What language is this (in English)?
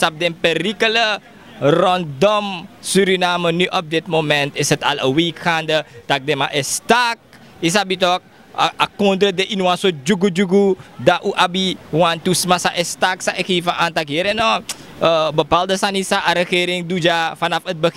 Sranan Tongo